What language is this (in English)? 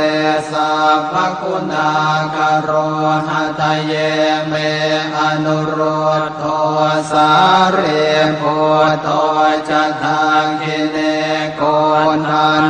Pali